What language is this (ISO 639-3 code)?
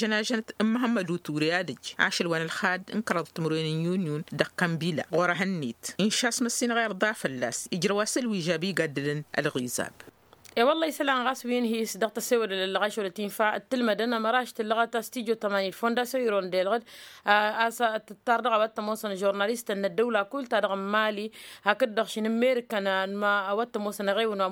taq